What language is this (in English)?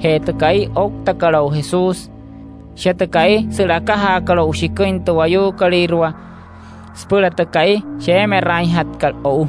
Wayuu